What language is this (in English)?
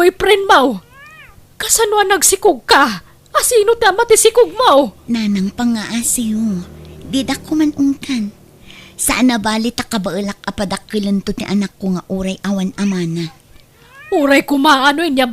Iloko